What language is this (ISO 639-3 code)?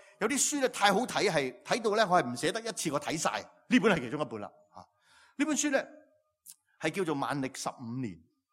yue